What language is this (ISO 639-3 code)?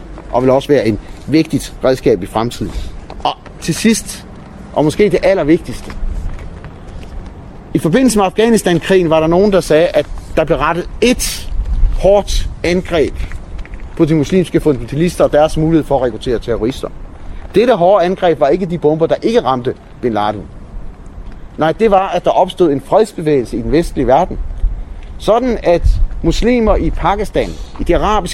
dan